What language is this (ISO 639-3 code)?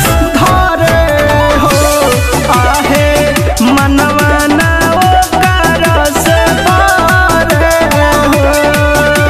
bho